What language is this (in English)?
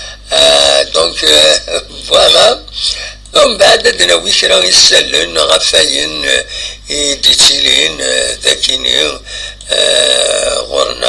Kabyle